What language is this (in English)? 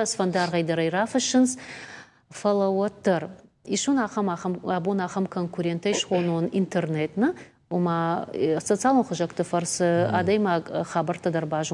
Ossetic